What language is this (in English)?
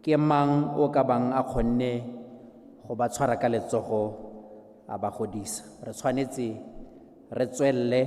Tswana